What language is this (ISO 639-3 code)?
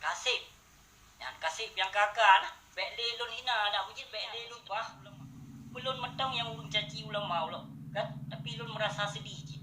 ace